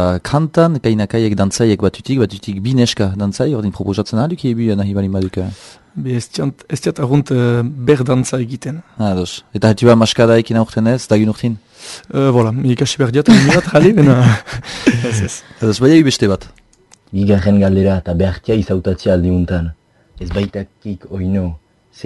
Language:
Basque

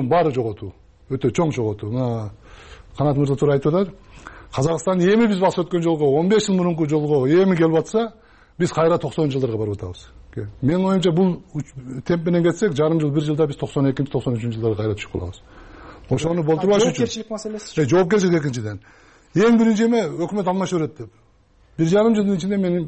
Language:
Kyrgyz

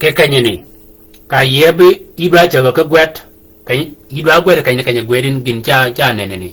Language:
Shilluk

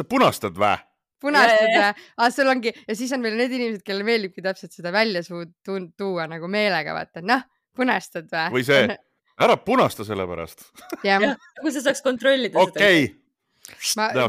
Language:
Estonian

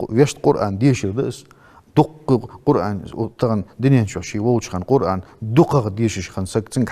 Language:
Ingush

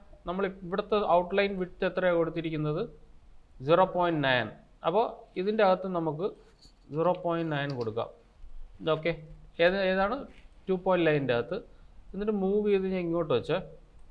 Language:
Malayalam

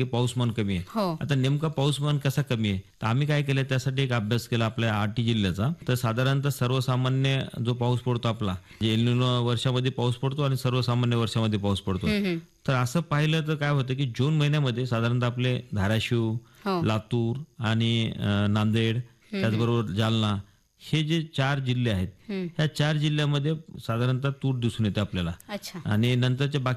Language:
Marathi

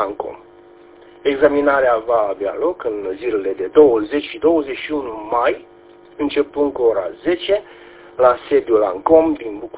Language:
Romanian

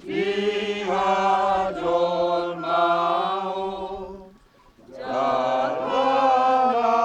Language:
Batak Toba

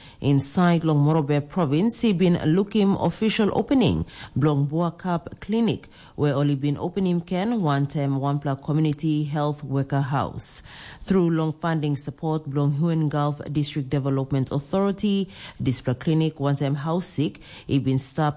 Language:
Tok Pisin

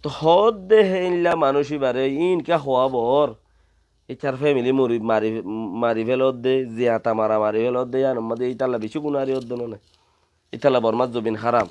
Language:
Rohingya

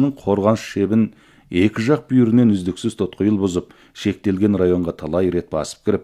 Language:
Kazakh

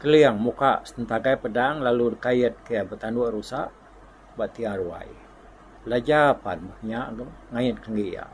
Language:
Iban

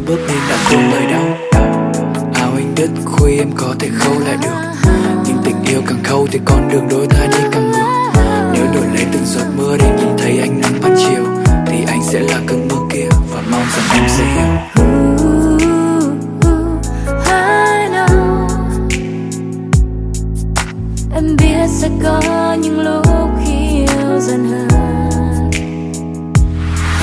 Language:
Vietnamese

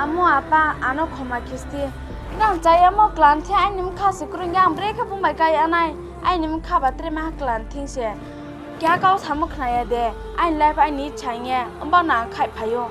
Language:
Kok Borok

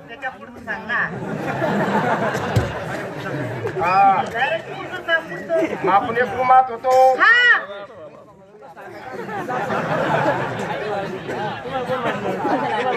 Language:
Marathi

